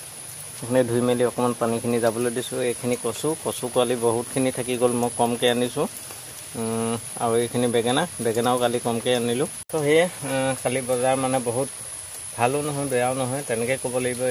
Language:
Assamese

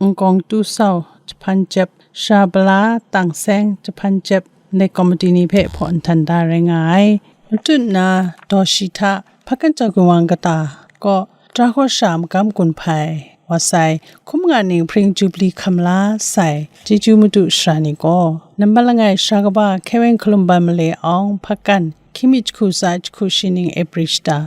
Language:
Kachin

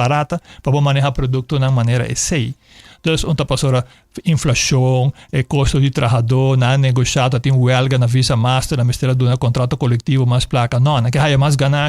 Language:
Papiamento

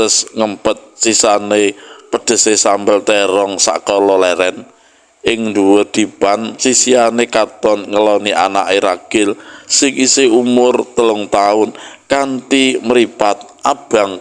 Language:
Javanese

